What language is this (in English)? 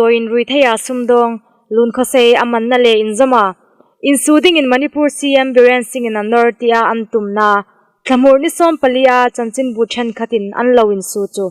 Hmar